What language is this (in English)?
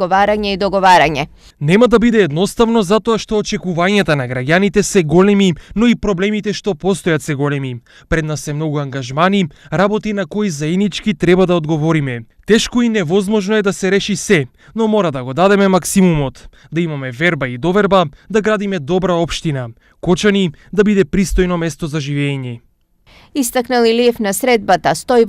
Macedonian